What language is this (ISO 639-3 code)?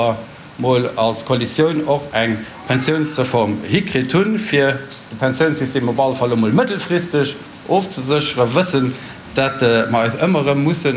ltz